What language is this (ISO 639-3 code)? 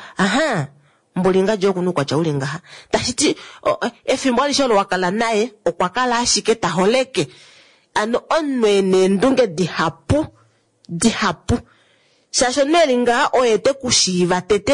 kua